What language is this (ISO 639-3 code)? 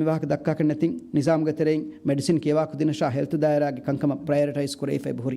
div